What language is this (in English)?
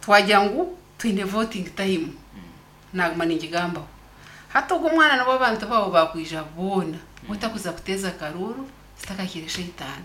Nyankole